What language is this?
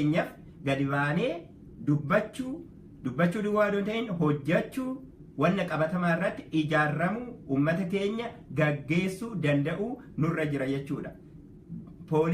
Oromo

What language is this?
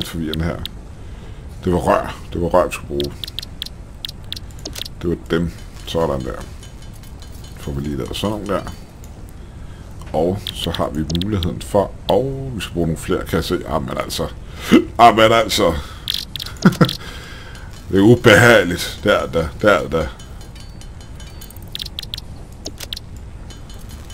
Danish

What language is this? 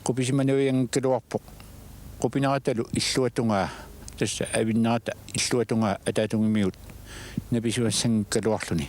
Kalaallisut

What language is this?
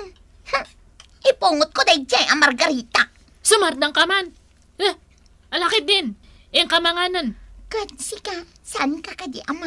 Iloko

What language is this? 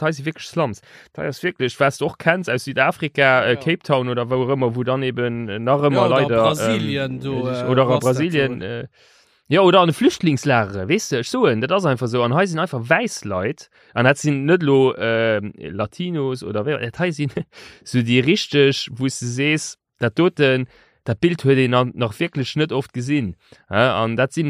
Luxembourgish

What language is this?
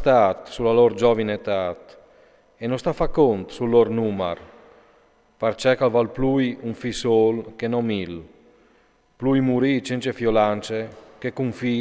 Friulian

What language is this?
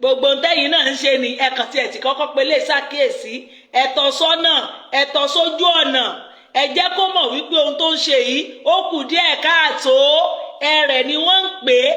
Yoruba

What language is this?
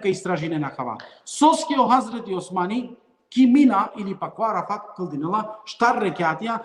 Balkan Romani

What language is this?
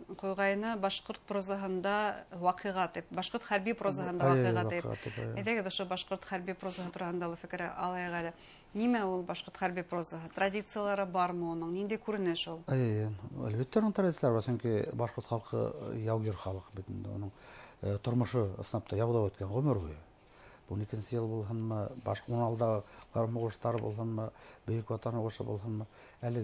Bashkir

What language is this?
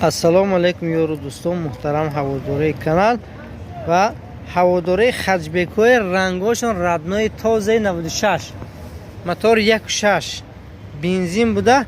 Tajik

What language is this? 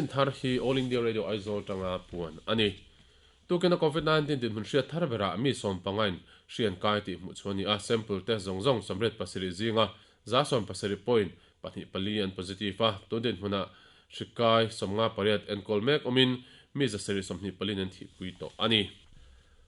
Mizo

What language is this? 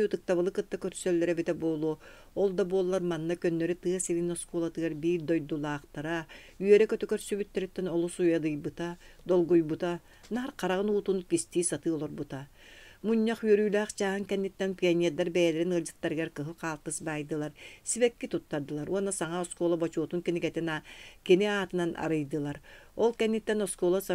Yakut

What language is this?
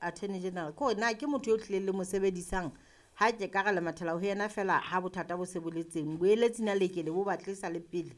Southern Sotho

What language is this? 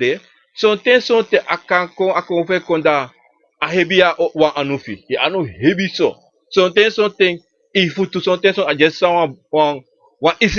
Sranan Tongo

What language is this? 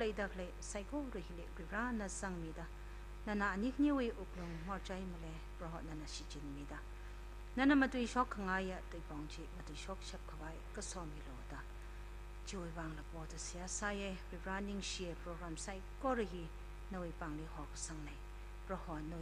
Tangkhul Naga (India)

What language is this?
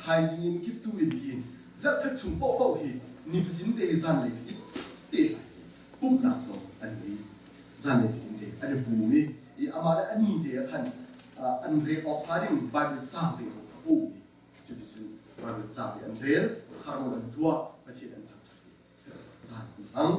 Hakha Chin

